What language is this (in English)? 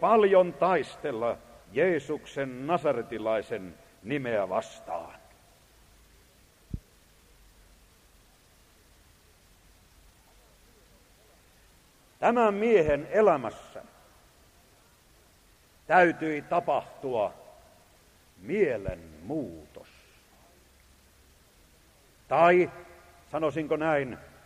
Finnish